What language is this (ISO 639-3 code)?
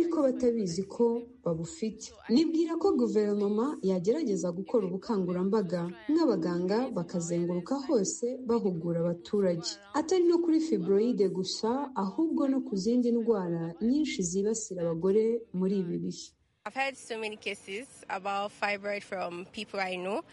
kin